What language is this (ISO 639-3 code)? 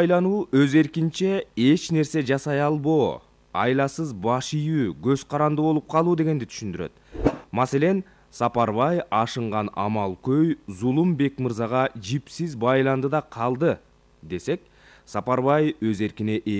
kir